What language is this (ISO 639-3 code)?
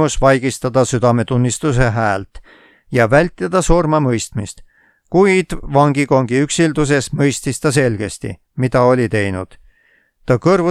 est